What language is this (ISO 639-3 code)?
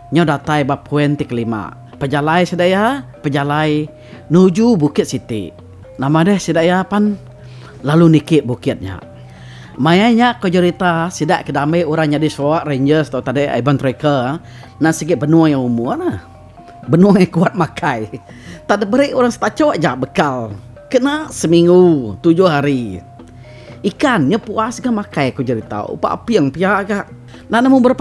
iba